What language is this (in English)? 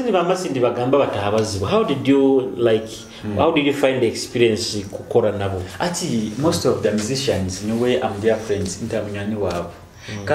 Nyoro